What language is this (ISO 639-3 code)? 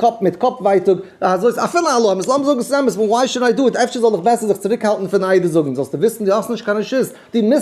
yid